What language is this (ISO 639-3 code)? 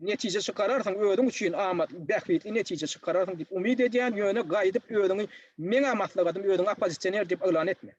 tuk